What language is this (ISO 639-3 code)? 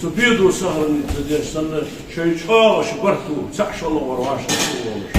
inh